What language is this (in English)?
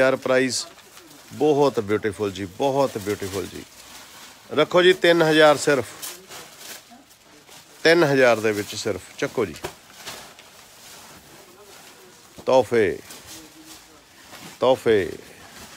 Punjabi